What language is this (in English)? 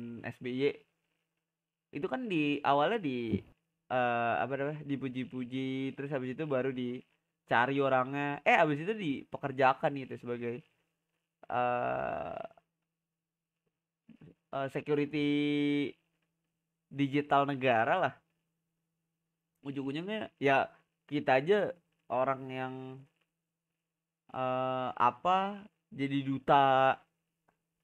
Indonesian